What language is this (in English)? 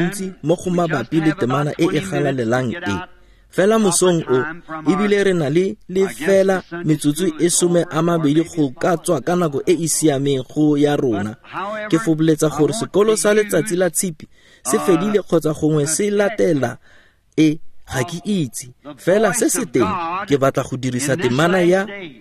Tswana